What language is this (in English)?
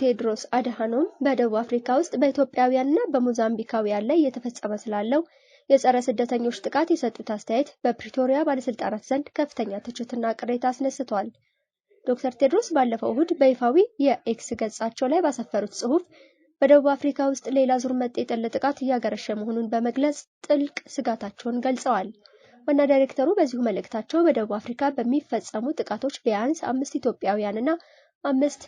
Amharic